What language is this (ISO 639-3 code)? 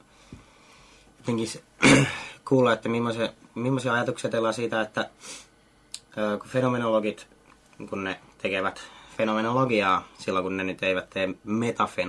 fin